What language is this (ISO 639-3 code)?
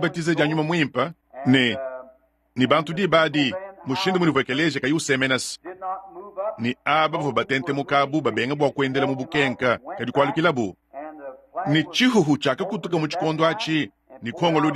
lua